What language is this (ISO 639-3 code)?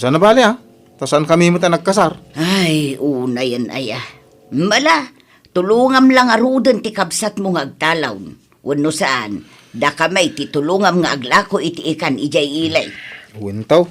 ilo